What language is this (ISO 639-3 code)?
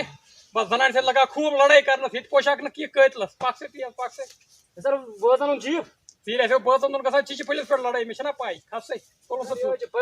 kas